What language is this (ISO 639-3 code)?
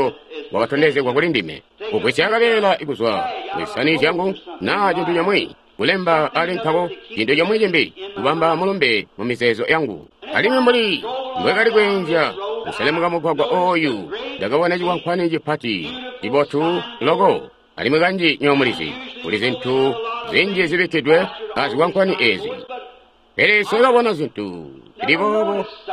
toi